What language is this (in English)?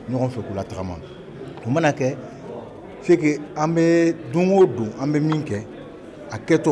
Bambara